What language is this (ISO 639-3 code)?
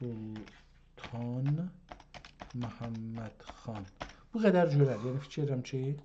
azb